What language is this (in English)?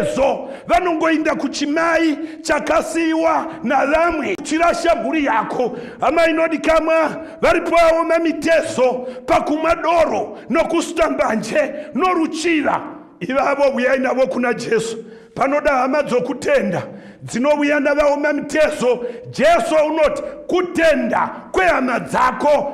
Shona